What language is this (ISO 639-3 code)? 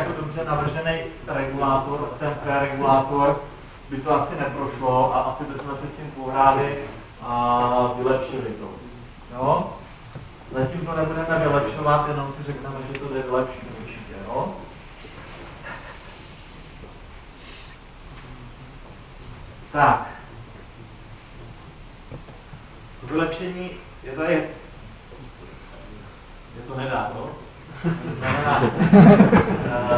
ces